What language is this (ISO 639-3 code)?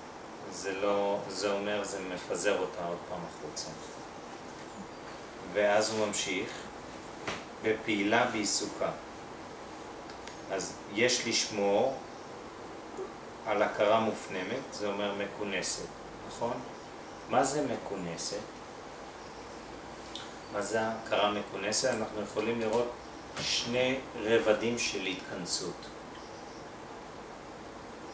heb